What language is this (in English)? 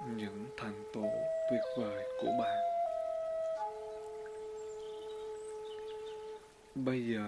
Vietnamese